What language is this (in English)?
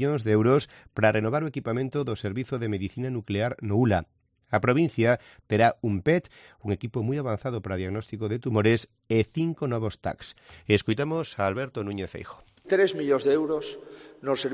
Galician